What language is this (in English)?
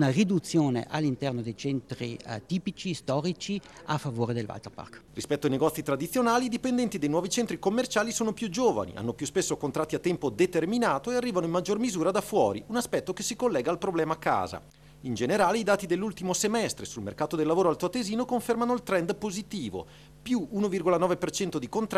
Italian